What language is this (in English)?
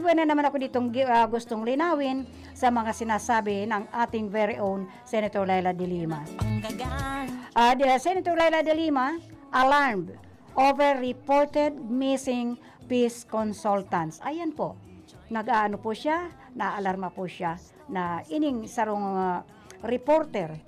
Bikol